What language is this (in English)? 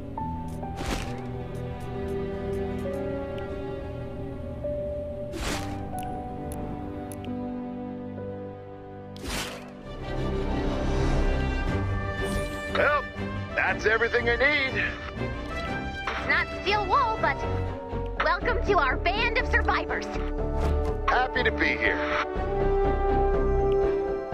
English